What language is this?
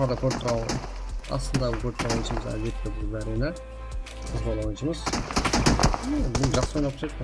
Kara-Kalpak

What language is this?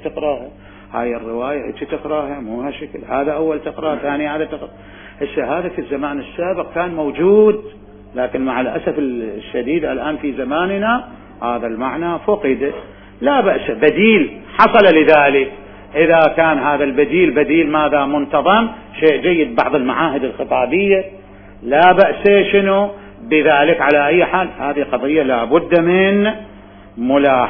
Mesopotamian Arabic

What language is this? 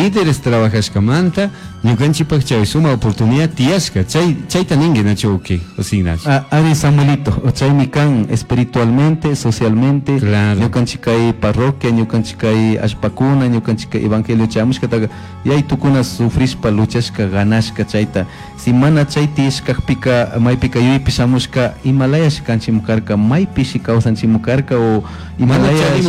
Chimborazo Highland Quichua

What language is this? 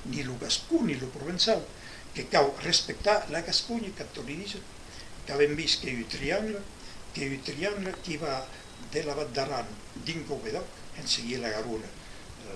Occitan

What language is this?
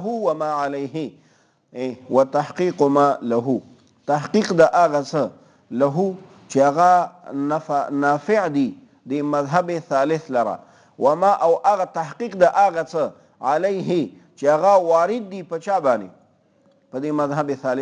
Pashto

